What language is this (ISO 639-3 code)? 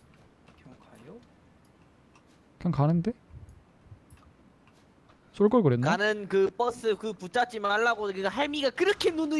kor